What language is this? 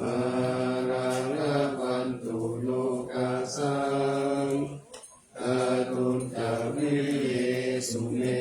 Pali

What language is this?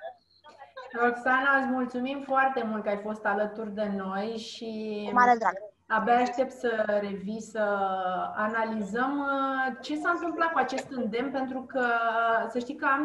Romanian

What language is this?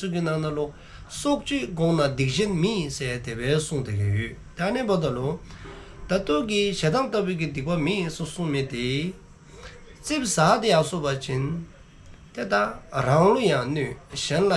Dzongkha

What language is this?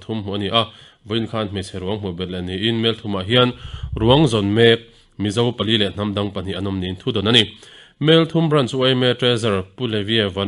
Mizo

